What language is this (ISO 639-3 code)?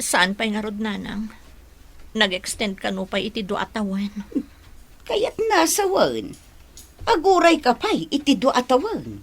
ilo